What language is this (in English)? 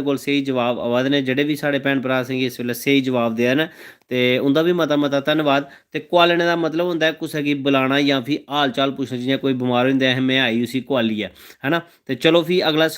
Dogri